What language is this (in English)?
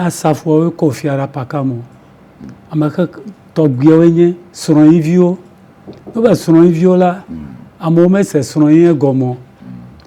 Ewe